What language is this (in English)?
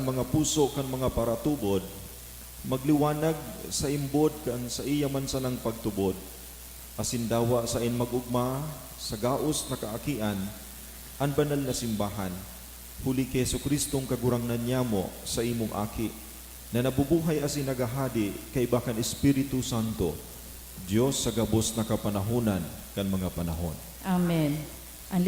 Bikol